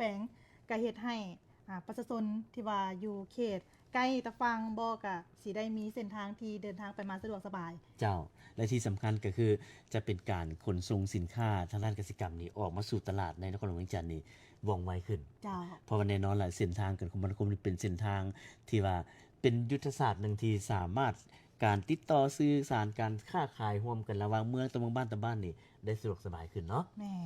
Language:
Lao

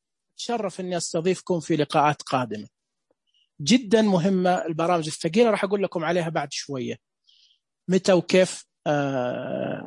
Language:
Najdi Arabic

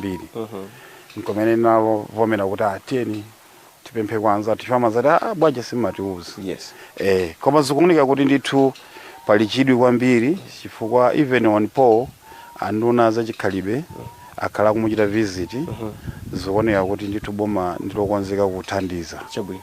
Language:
Nyanja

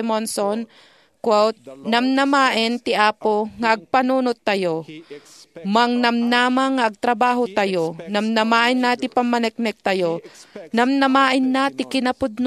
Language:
Iloko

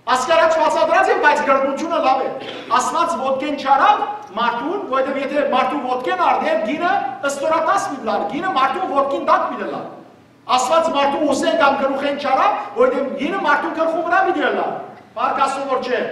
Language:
Western Armenian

